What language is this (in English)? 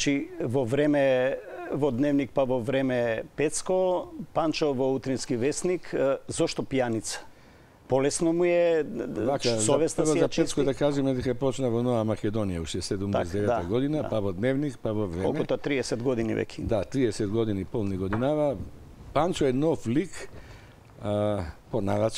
Macedonian